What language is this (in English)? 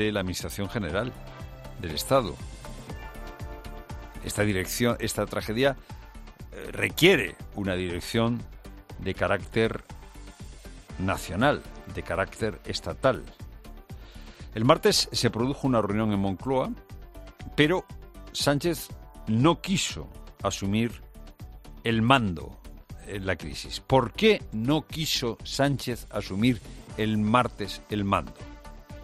Spanish